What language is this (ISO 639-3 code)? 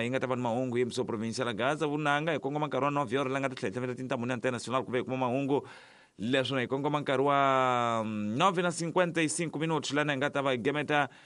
tso